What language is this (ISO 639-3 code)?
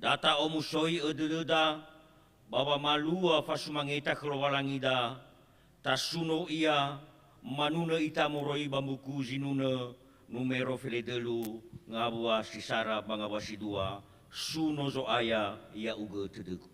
nia